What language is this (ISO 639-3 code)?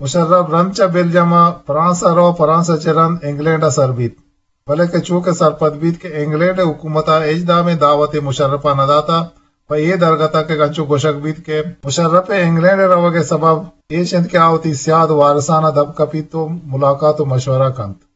bgp